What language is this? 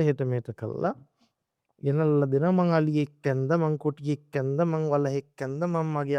Sinhala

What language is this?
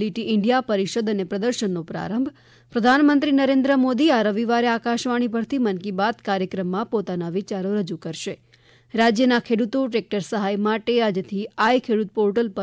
Gujarati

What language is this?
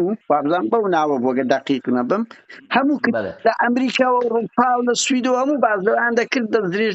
Central Kurdish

